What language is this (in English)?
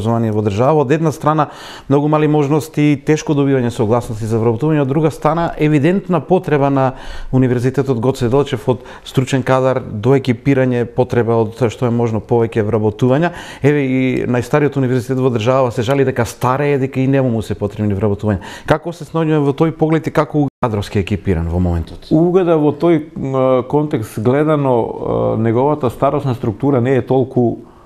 Macedonian